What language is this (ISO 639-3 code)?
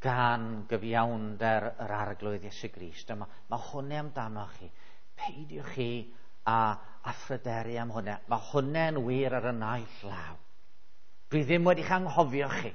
cym